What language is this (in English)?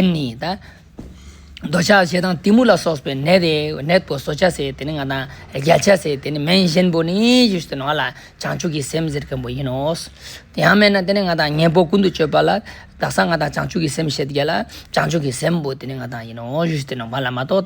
Ladakhi